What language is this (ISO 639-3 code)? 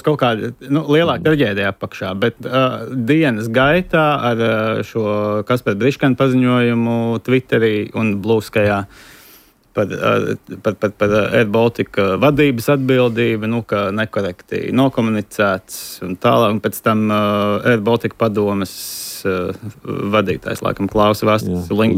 lav